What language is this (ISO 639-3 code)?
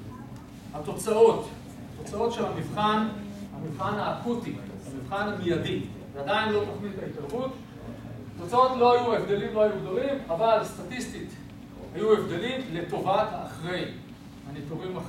heb